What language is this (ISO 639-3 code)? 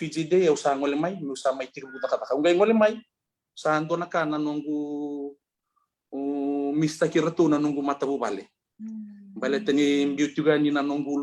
fij